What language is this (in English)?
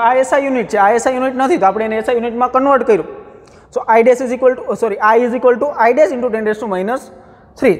Gujarati